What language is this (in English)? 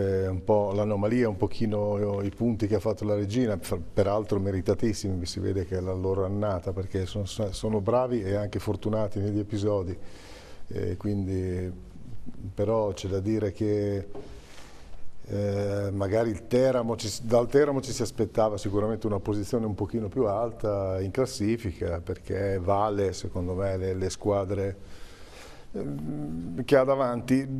Italian